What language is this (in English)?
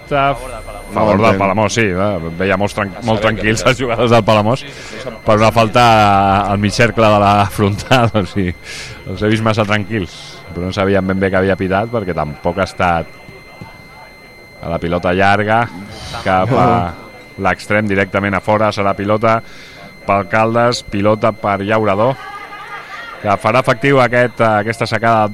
Catalan